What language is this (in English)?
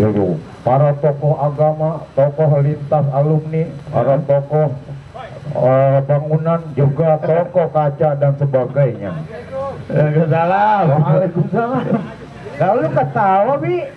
Betawi